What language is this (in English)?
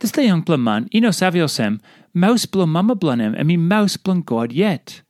Tok Pisin